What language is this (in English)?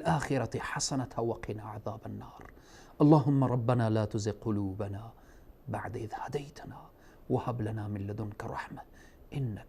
Persian